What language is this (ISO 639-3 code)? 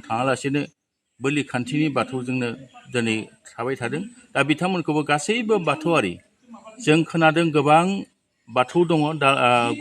brx